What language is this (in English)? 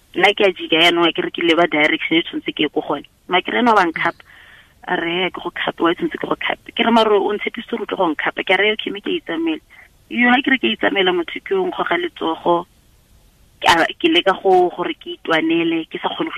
Tswana